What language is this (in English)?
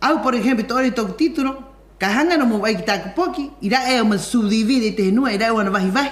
Rapanui